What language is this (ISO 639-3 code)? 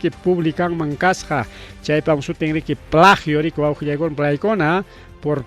quy